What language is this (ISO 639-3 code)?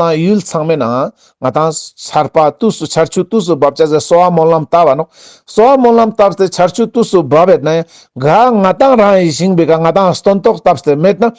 lbj